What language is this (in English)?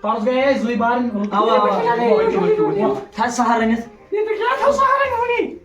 Kashmiri